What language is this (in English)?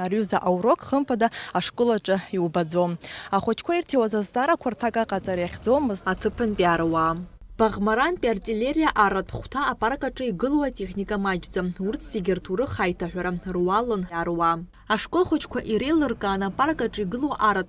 Abkhazian